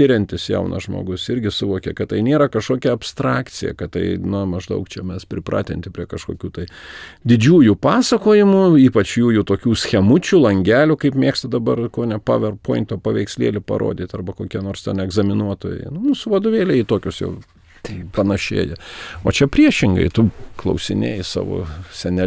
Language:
Lithuanian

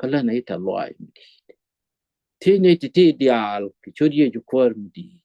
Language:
Nuer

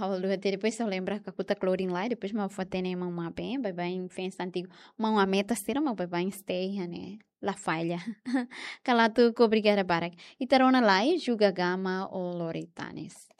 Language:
Tetum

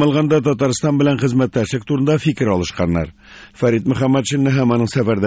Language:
Tatar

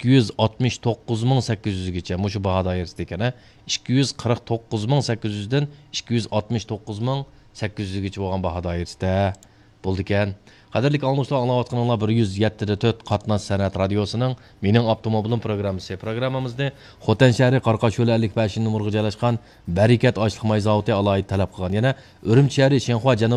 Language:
Uyghur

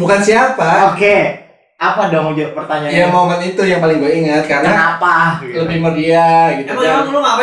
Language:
Indonesian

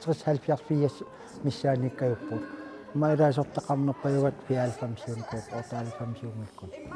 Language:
Kalaallisut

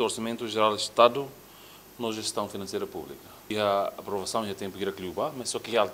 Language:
Tetum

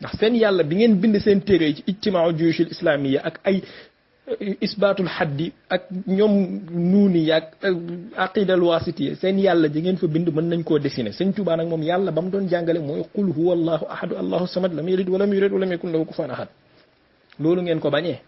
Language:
Wolof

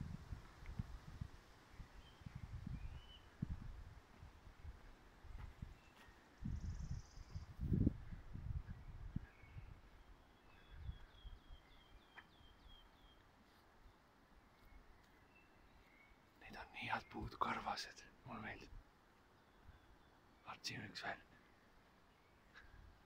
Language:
Estonian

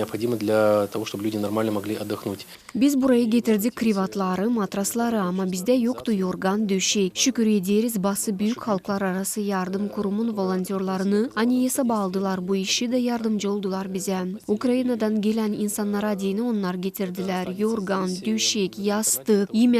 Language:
Gagauz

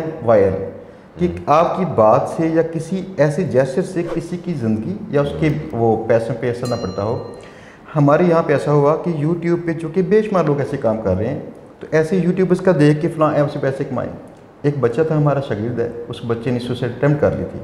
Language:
Urdu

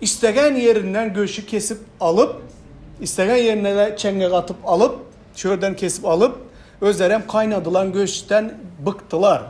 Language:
Turkmen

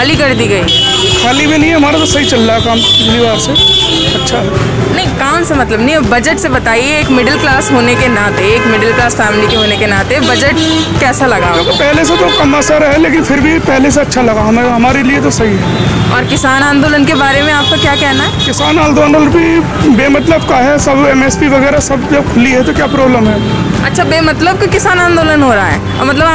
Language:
Hindi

